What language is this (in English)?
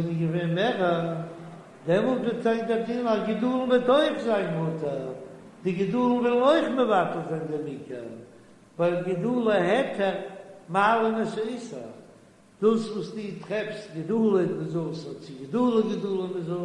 Yiddish